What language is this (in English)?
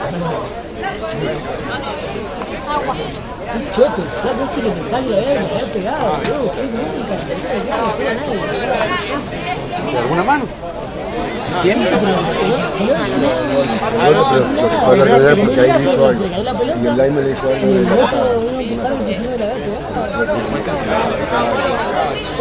Spanish